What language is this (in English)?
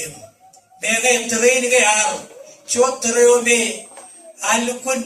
Marshallese